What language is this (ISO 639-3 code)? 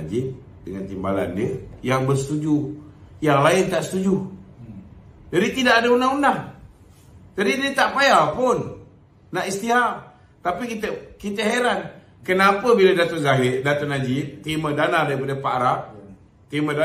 msa